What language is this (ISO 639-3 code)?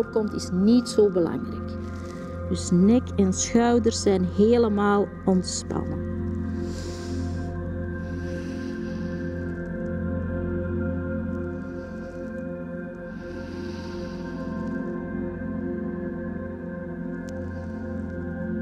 nld